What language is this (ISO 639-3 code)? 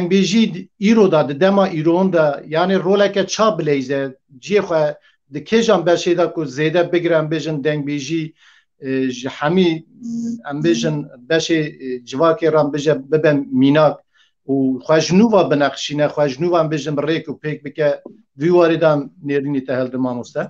kur